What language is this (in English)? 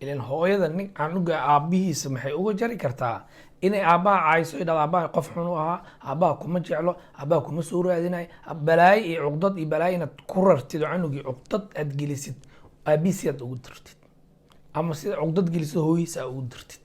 Somali